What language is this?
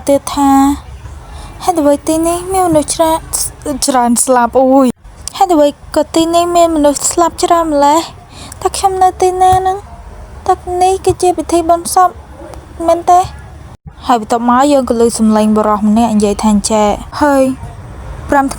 Khmer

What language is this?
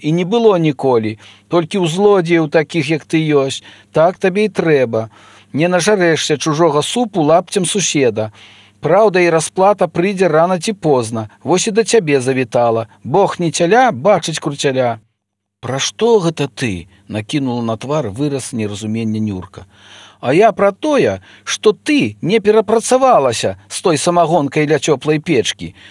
Belarusian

